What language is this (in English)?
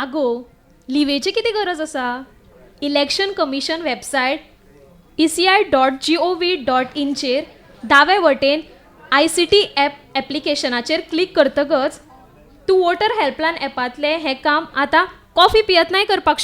Konkani